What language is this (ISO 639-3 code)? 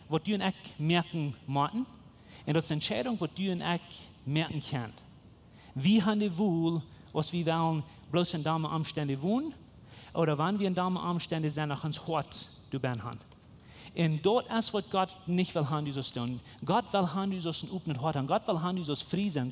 pdt